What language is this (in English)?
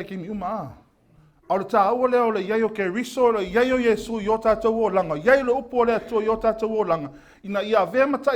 Samoan